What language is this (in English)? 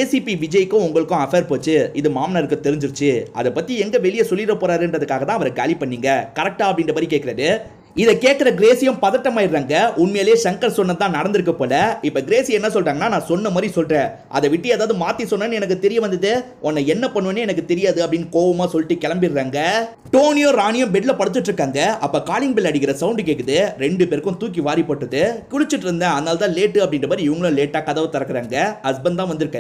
Tamil